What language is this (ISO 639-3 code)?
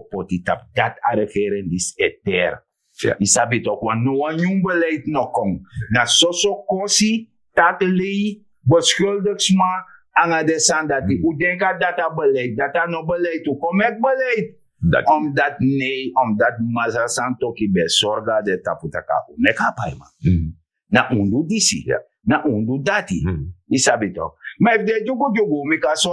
srn